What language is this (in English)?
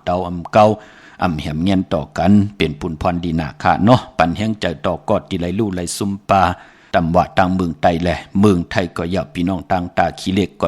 Shan